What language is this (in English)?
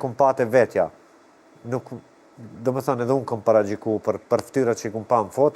Albanian